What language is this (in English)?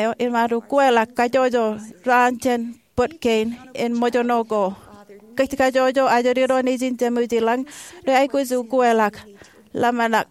Marshallese